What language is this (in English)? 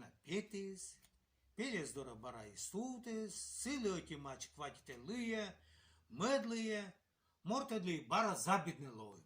Komi